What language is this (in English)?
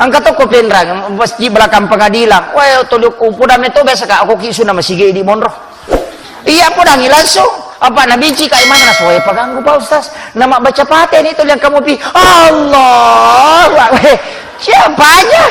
Buginese